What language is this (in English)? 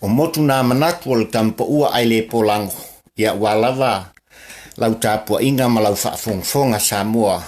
Samoan